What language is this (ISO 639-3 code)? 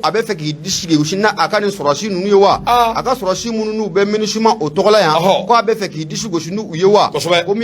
bam